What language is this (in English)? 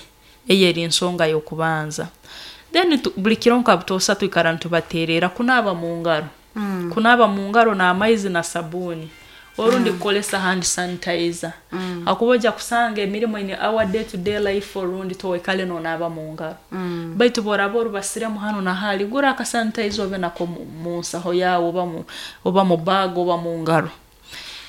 Nyoro